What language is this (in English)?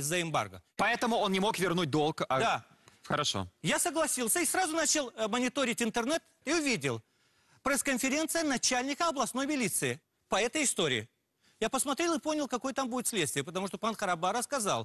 Russian